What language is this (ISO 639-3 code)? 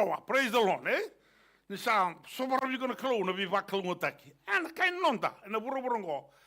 fij